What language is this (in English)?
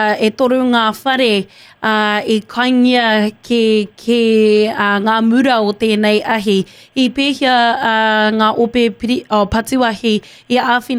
Māori